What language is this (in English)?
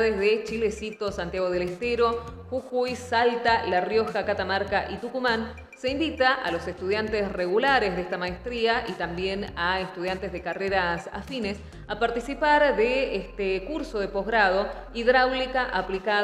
Spanish